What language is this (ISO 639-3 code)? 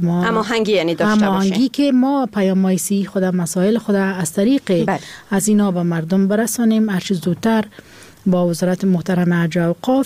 fas